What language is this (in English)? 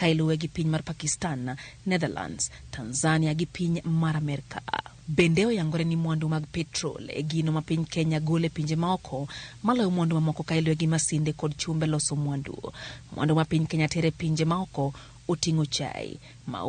Luo (Kenya and Tanzania)